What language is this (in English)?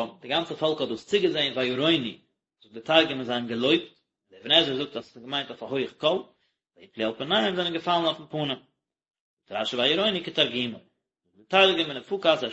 Yiddish